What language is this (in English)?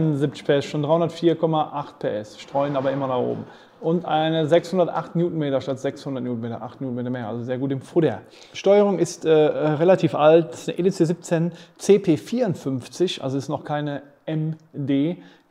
German